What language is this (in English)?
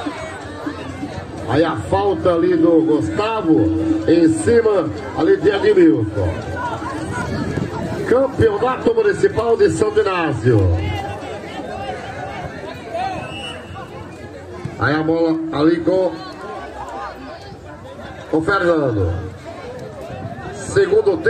Portuguese